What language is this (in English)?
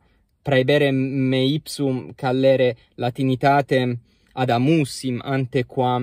Latin